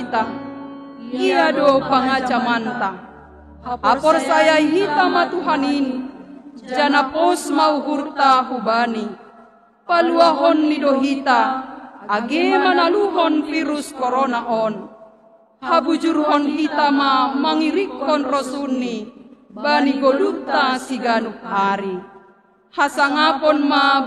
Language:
Batak Simalungun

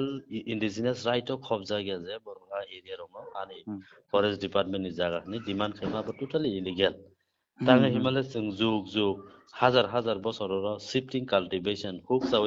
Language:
Kok Borok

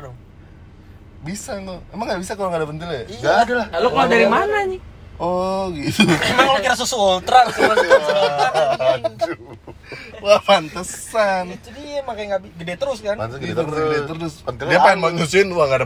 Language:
Indonesian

